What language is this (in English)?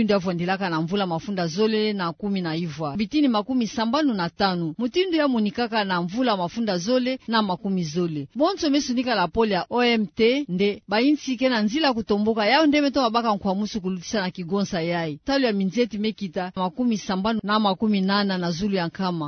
Kituba (Democratic Republic of Congo)